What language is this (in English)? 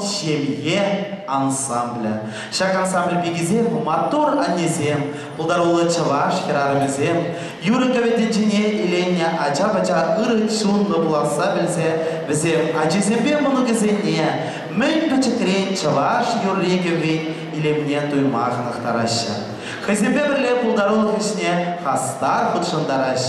Chuvash